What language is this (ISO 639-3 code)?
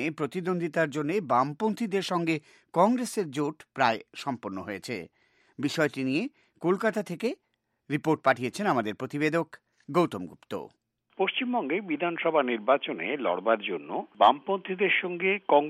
ben